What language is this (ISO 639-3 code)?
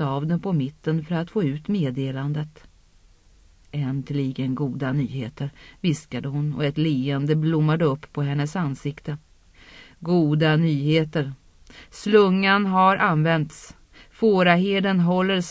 swe